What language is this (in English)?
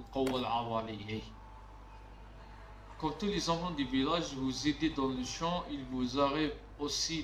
Algerian Arabic